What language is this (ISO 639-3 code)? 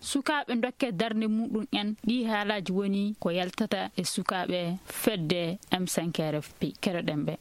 ful